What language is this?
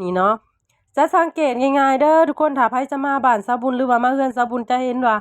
Lao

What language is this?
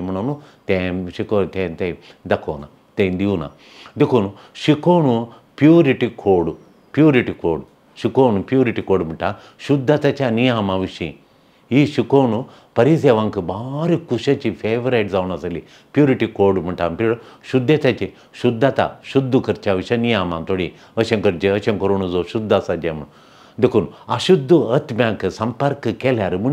Konkani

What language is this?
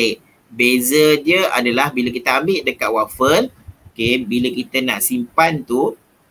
Malay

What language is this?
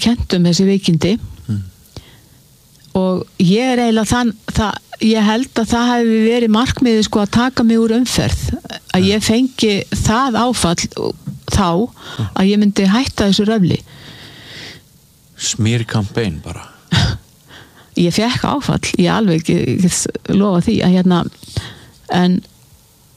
Icelandic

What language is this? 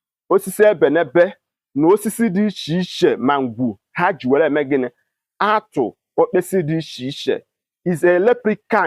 Igbo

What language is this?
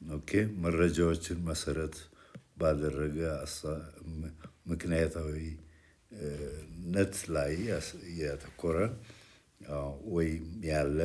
Amharic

